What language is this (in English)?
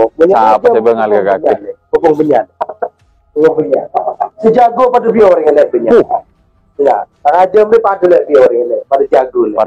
Madurese